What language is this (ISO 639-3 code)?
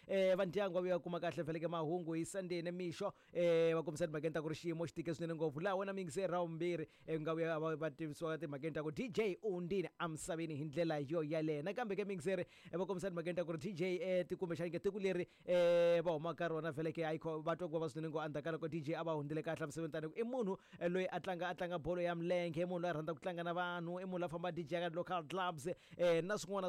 tso